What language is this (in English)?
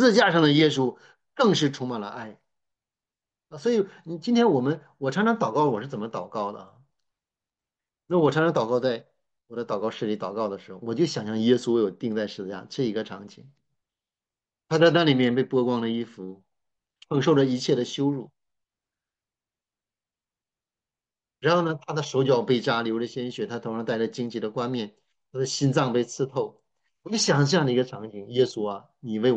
Chinese